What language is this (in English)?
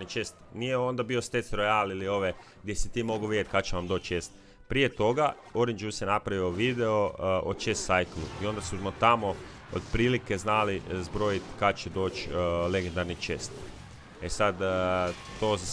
Croatian